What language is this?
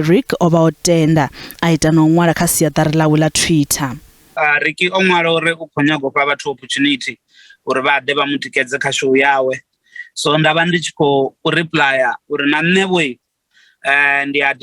Venda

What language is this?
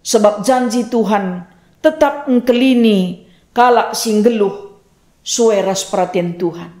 Batak Karo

